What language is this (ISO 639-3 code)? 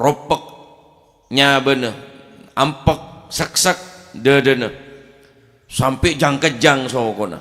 mad